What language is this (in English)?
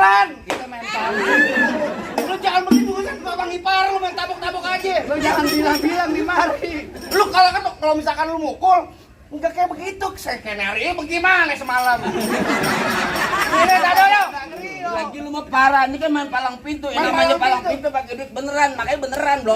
Betawi